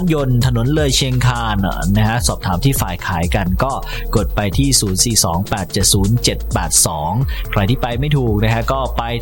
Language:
Thai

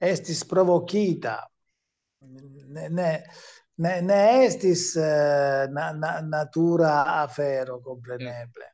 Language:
Esperanto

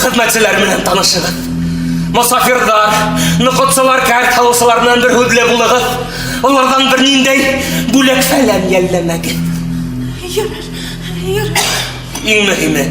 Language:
Bashkir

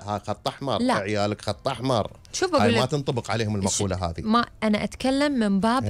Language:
Gulf Arabic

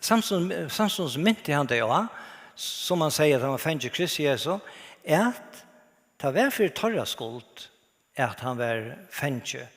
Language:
Faroese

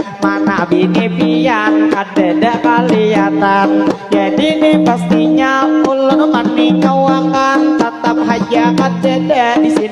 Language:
Banjar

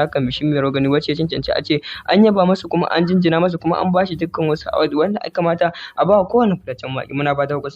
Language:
Hausa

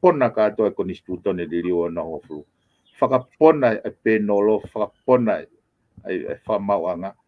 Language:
Tongan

